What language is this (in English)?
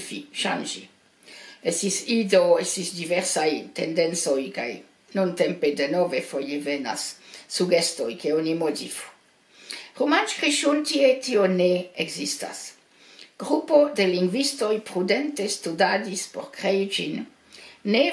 Esperanto